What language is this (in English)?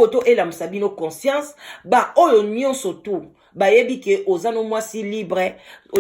Lingala